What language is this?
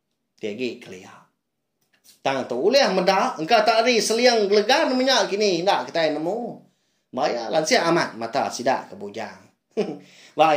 Iban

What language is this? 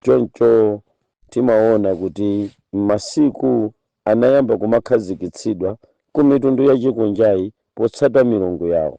Nyanja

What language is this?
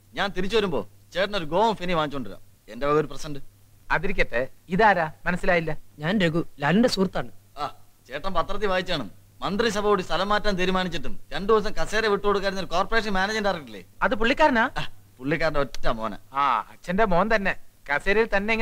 Malayalam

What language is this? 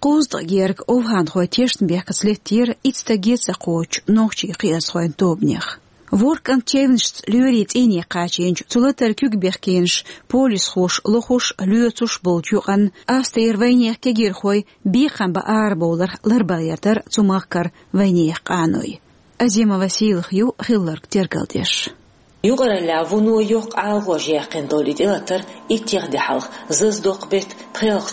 Chechen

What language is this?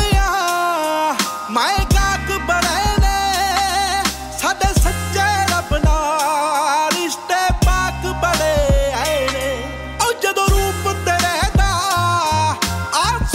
Punjabi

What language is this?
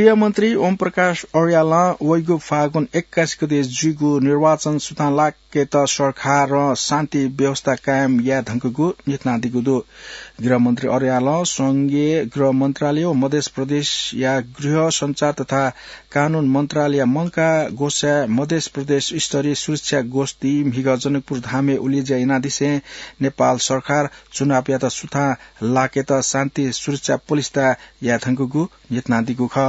Newari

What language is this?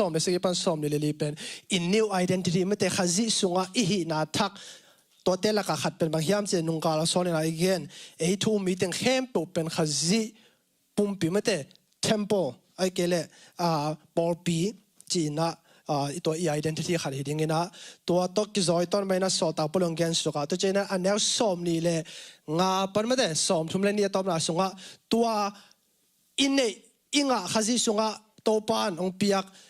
Tedim Chin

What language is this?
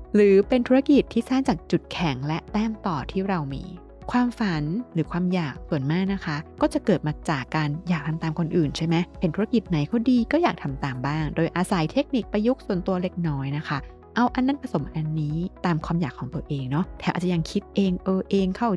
Thai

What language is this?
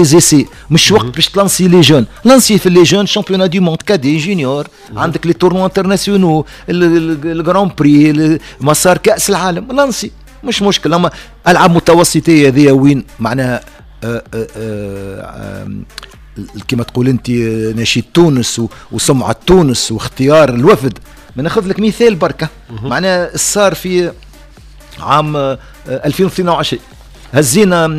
Tunisian Arabic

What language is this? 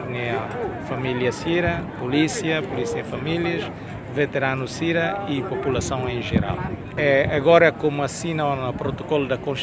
Tetum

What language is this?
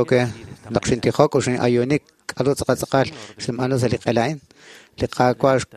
Kekchí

